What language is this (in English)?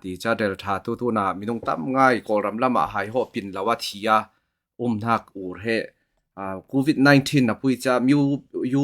Falam Chin